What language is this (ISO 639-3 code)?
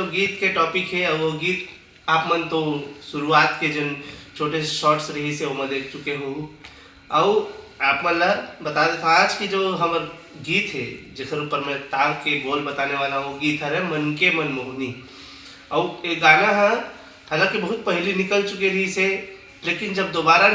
hne